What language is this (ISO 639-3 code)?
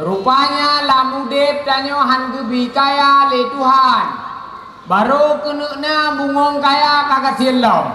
ace